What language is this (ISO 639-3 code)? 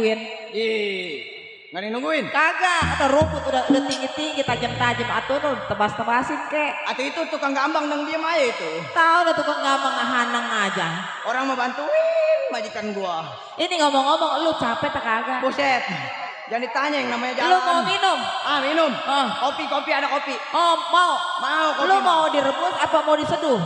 bew